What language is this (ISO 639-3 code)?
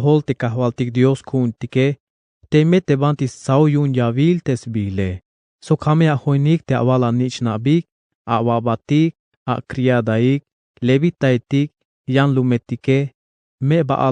tzh